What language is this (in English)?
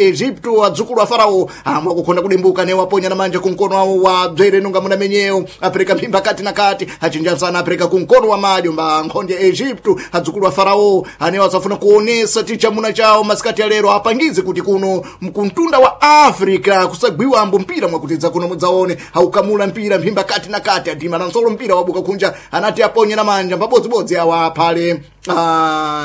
Sena